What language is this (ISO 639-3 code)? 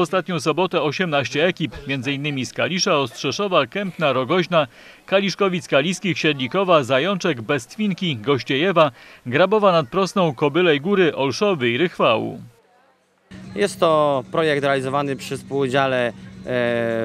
pol